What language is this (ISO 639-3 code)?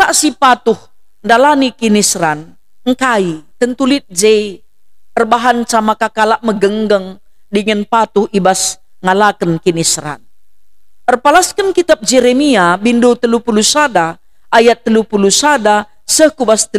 btx